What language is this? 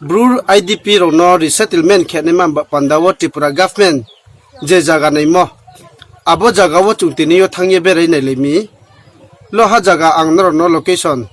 Riang (India)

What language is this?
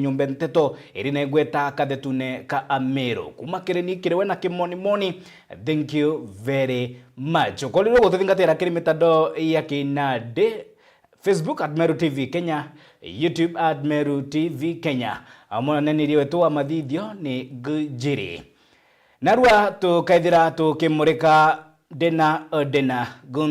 Meru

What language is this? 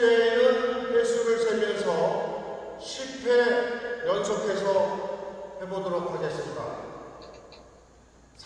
Korean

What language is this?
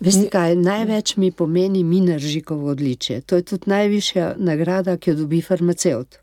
Slovenian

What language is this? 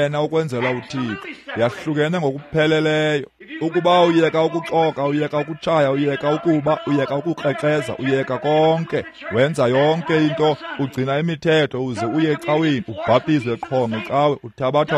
Xhosa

